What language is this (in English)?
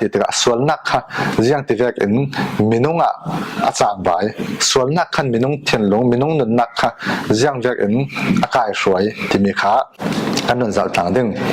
Falam Chin